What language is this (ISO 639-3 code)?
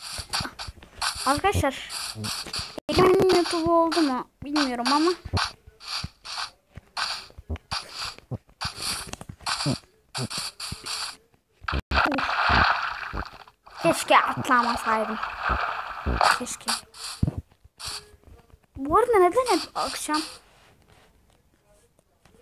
tur